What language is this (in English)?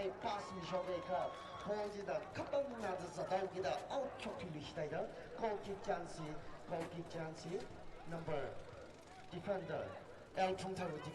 Tangkhul Naga (India)